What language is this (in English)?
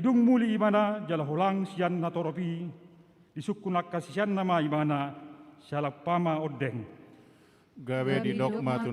Batak Toba